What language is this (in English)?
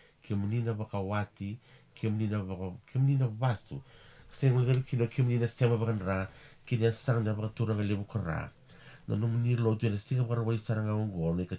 Fijian